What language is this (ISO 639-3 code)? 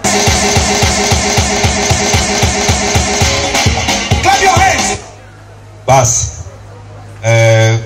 swa